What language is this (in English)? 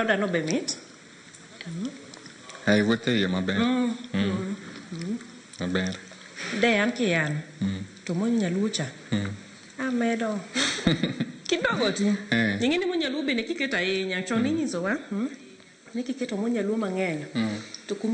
Luo (Kenya and Tanzania)